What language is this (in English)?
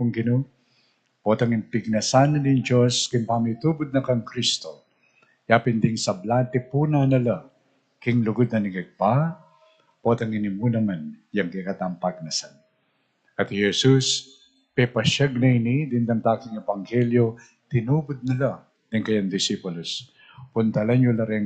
Pampanga